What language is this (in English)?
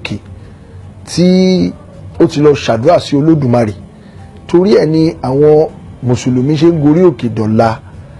Yoruba